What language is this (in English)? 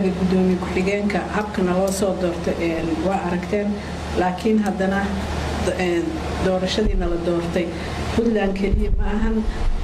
Somali